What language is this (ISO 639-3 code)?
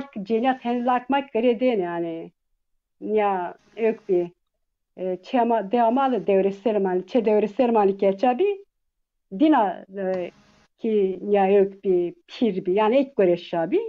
zza